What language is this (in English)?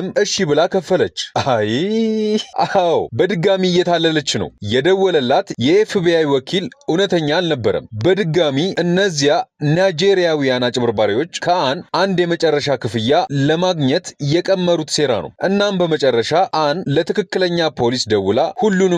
Amharic